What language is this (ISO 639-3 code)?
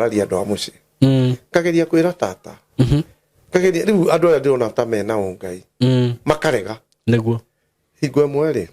kik